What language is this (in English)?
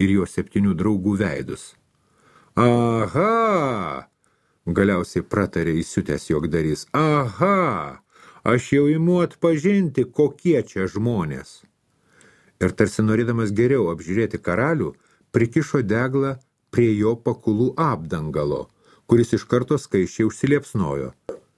Lithuanian